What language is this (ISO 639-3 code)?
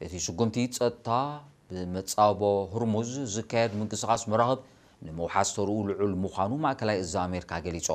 tir